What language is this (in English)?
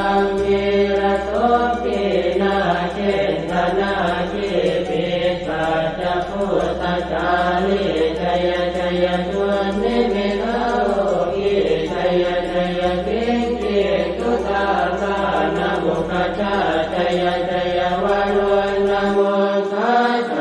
Pali